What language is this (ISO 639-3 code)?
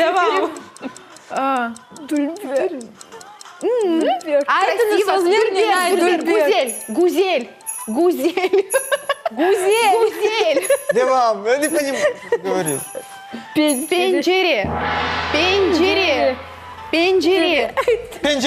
crh